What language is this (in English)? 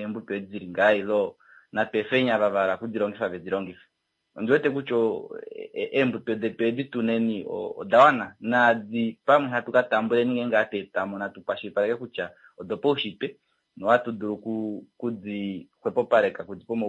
Kuanyama